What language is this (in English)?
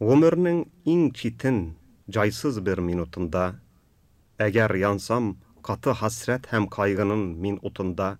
Tatar